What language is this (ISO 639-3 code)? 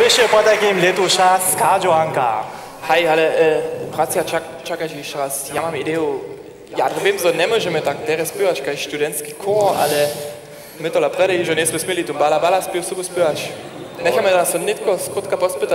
hsb